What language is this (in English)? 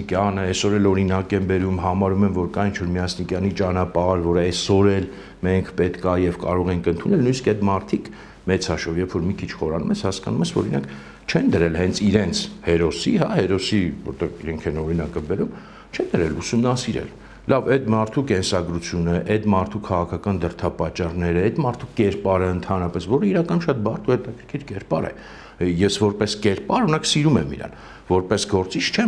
Armenian